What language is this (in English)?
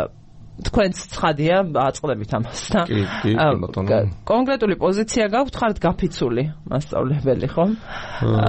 Georgian